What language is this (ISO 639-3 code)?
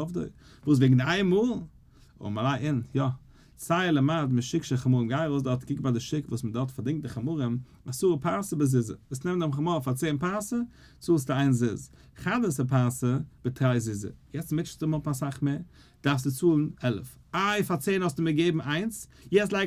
yid